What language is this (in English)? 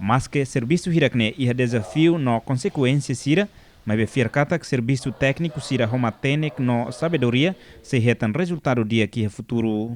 Tetum